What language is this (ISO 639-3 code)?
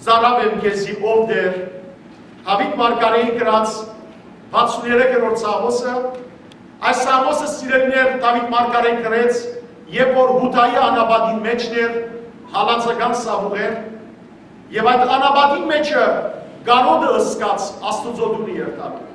hyw